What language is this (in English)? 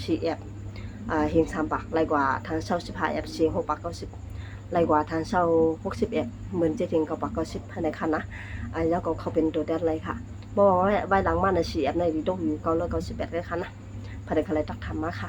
Shan